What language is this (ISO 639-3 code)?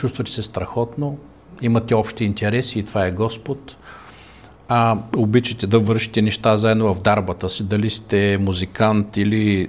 bul